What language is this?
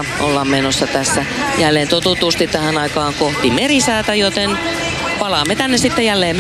Finnish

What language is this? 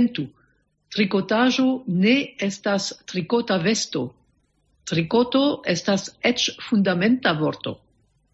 Esperanto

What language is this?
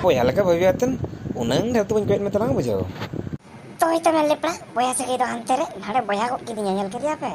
Santali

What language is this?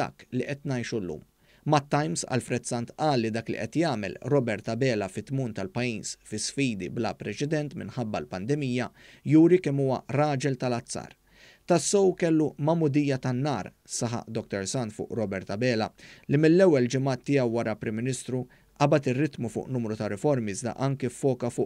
Maltese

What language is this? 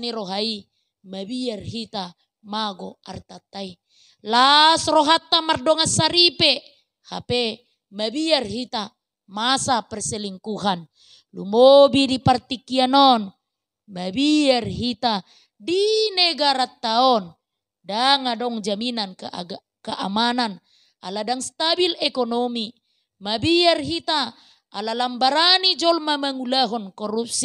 Batak Toba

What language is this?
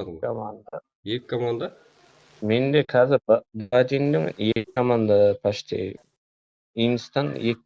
Kara-Kalpak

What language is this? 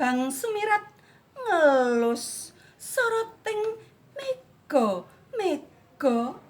Javanese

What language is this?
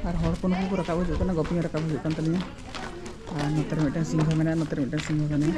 Santali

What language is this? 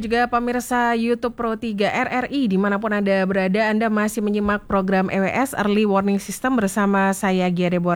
Indonesian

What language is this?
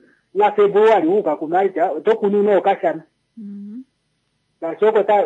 Kuanyama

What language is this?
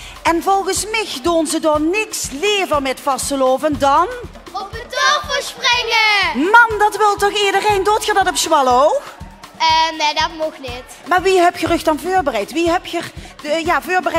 Limburgish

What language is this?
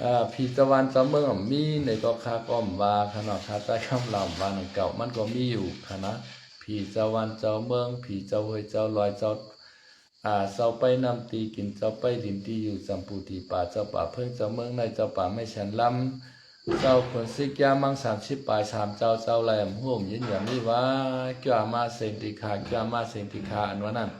Shan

